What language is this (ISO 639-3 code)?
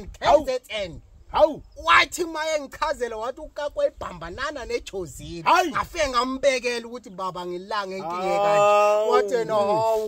zul